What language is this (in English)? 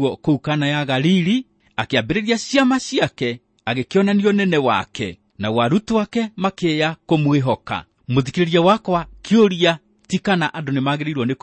Kikuyu